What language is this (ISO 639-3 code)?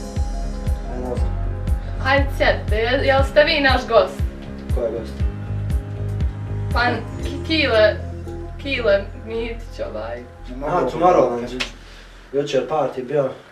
bos